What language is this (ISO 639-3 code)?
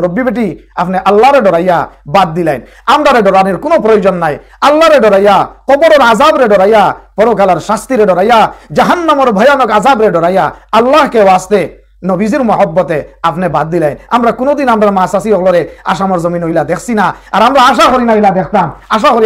syl